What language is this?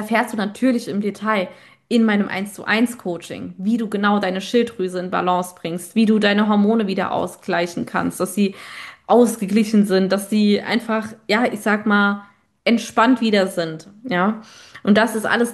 German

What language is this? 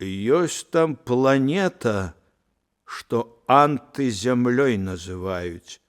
Belarusian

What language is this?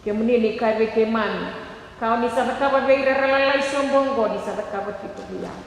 Fijian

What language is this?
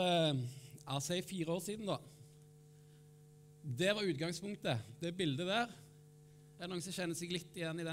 Norwegian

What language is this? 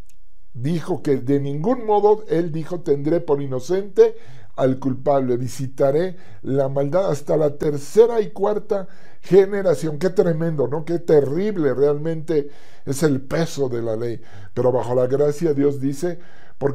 Spanish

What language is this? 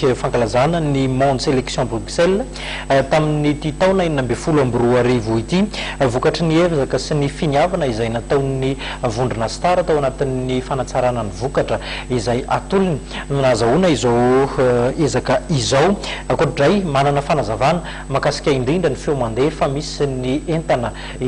Malagasy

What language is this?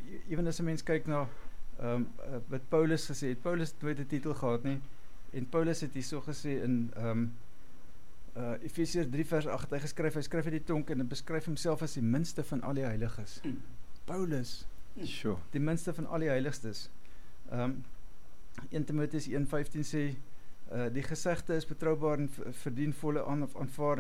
Afrikaans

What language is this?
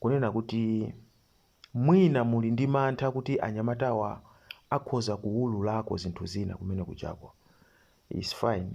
Nyanja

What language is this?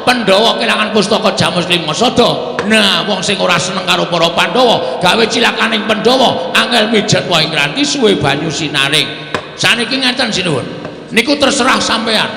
Javanese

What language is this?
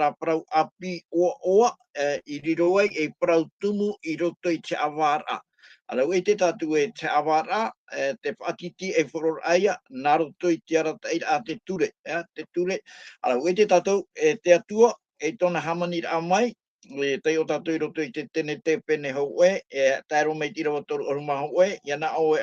Tahitian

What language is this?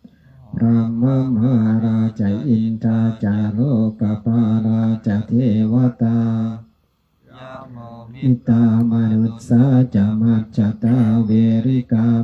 Pali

